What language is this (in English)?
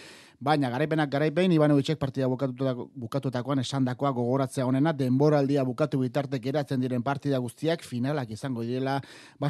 Basque